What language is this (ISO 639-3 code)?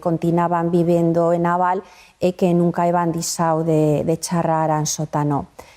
arg